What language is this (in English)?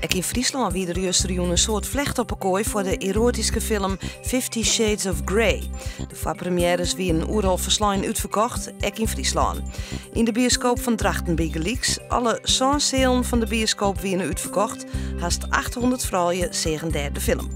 Western Frisian